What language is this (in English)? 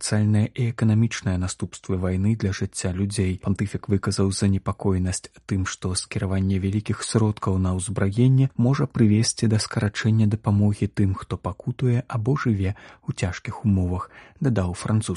Belarusian